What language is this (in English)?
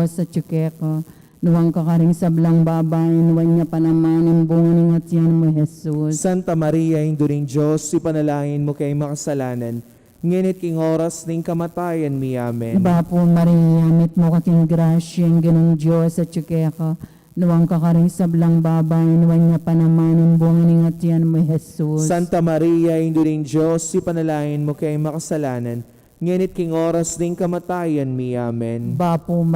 Pampanga